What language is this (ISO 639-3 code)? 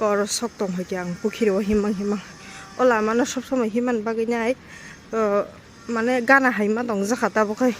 trp